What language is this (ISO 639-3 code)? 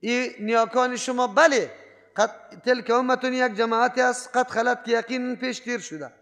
fas